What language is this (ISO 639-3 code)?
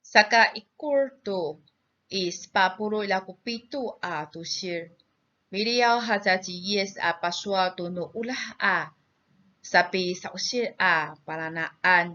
ami